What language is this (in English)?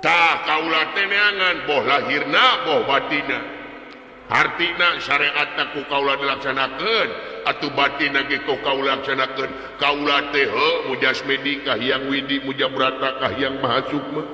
Sundanese